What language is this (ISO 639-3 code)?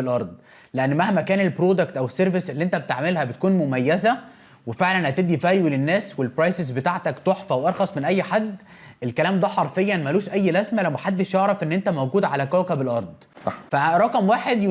arz